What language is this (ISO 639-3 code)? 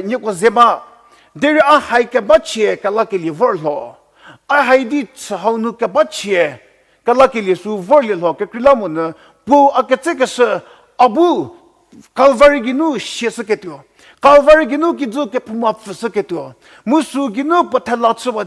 njm